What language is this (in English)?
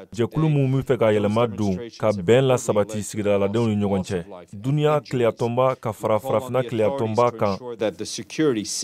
Bambara